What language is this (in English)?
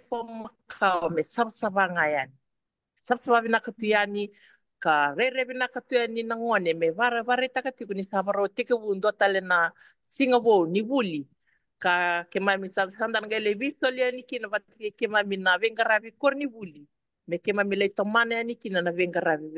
Fijian